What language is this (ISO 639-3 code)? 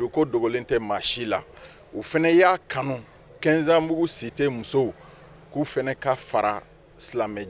bam